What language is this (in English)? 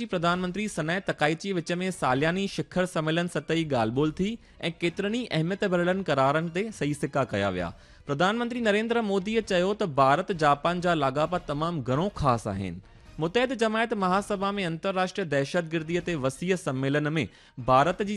Sindhi